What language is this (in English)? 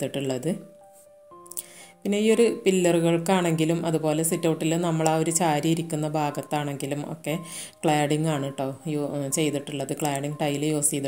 Malayalam